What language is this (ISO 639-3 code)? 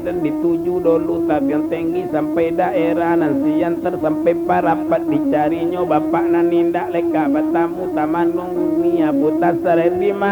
min